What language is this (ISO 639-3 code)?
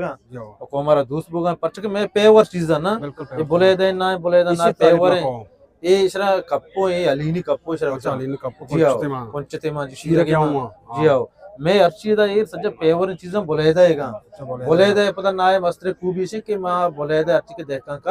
bgp